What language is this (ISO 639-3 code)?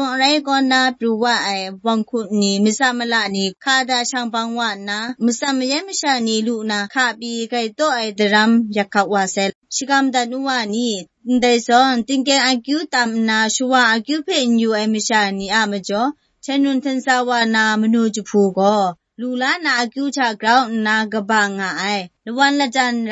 kac